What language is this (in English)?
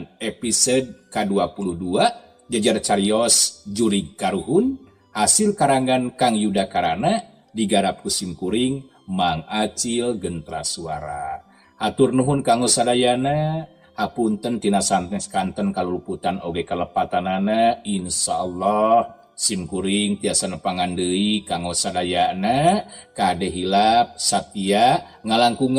Sundanese